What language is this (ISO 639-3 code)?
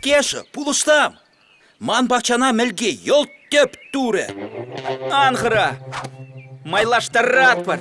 chv